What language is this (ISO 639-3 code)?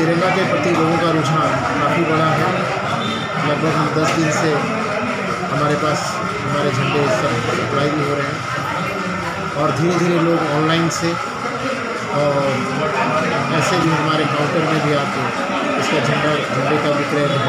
hin